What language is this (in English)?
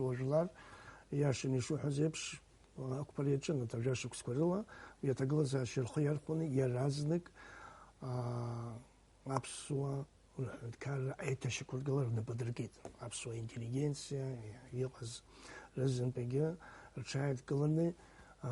Abkhazian